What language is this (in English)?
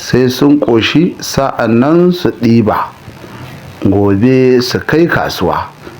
Hausa